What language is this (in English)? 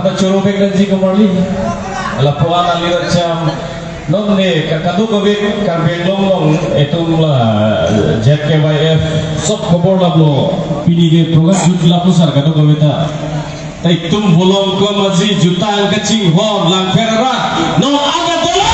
Karbi